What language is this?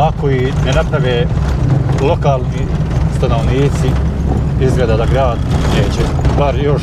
Bosnian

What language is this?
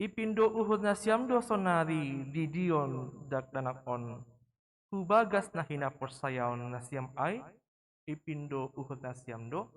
Batak Simalungun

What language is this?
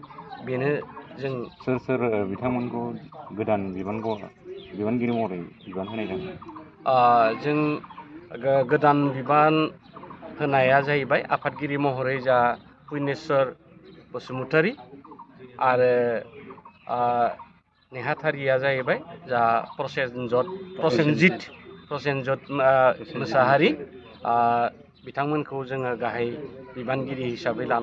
Bodo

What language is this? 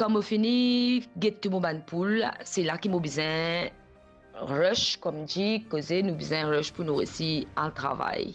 Morisyen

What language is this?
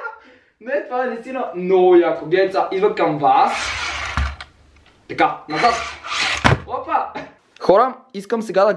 Bulgarian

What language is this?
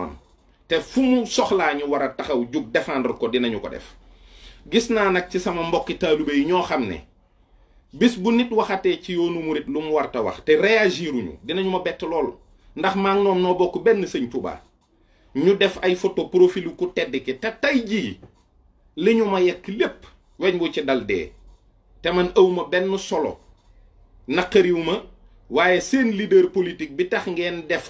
Wolof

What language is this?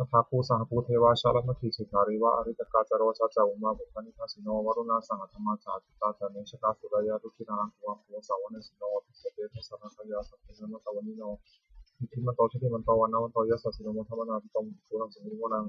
Pali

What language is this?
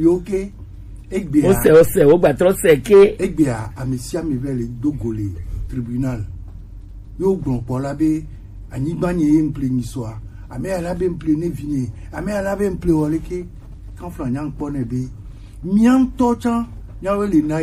Gen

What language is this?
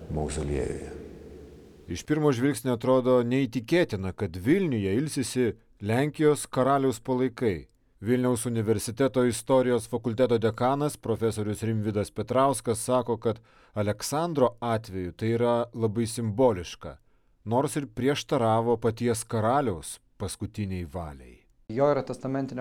Lithuanian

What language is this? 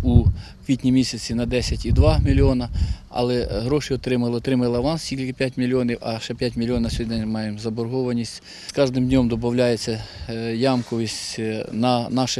Ukrainian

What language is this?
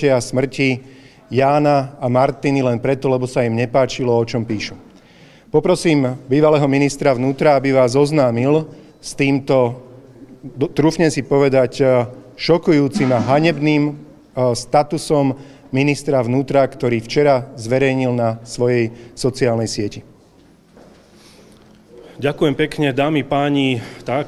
Slovak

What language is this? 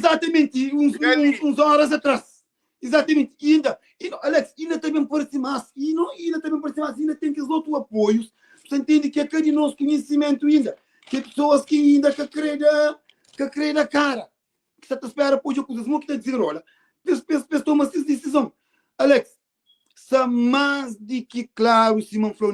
Kabuverdianu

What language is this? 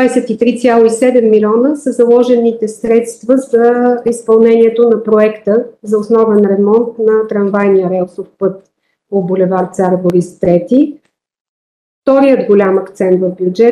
Bulgarian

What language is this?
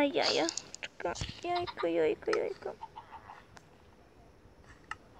Polish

